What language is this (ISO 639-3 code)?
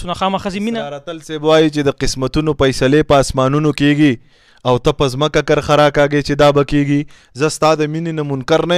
pus